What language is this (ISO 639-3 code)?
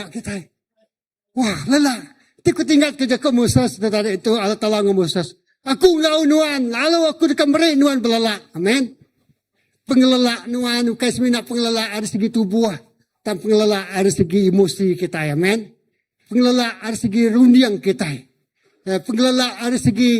iba